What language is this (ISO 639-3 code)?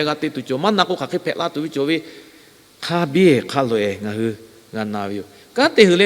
lhu